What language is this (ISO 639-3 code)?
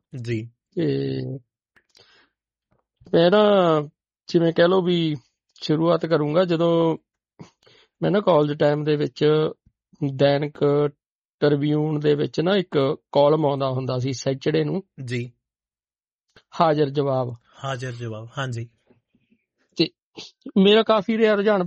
pan